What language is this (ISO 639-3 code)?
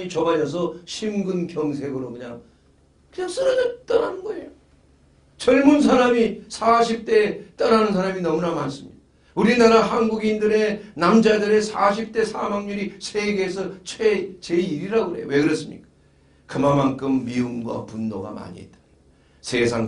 kor